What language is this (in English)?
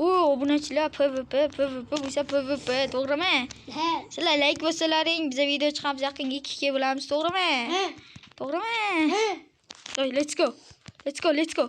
Uzbek